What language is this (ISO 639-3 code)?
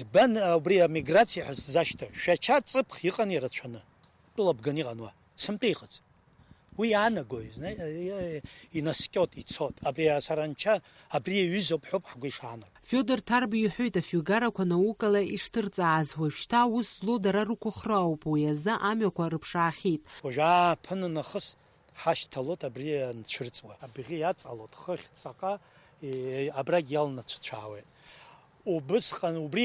abk